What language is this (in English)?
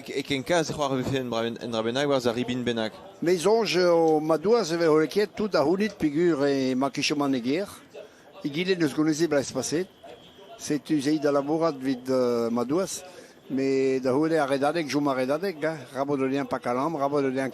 Breton